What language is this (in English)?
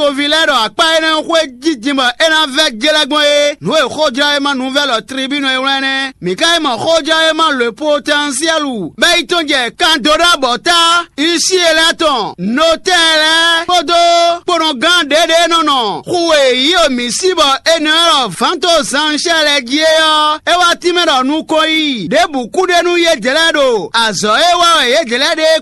Fon